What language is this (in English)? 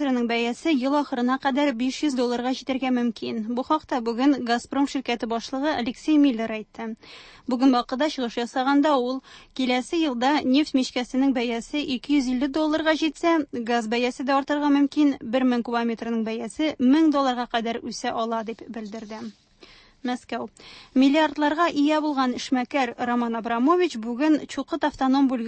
Tatar